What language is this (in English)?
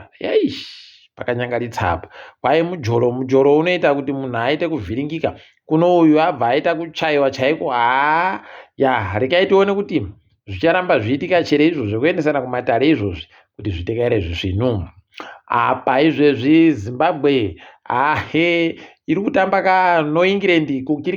Ndau